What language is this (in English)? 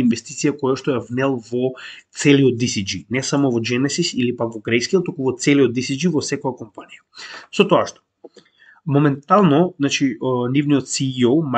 Macedonian